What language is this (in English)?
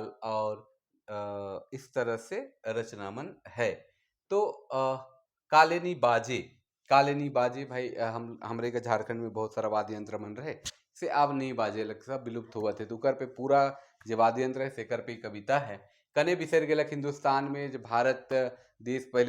Sadri